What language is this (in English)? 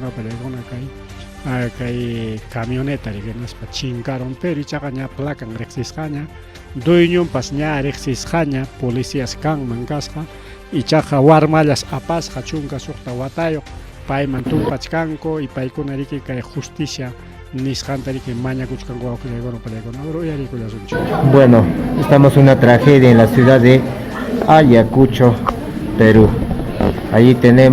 Ayacucho Quechua